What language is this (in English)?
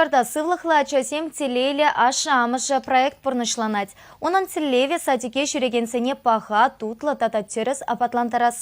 Chuvash